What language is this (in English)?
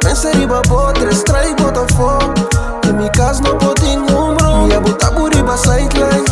Papiamento